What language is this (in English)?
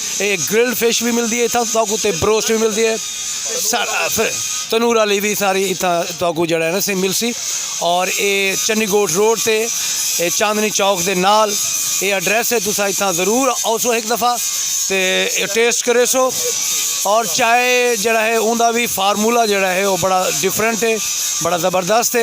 Saraiki